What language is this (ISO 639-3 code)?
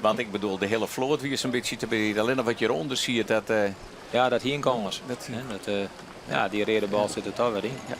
fry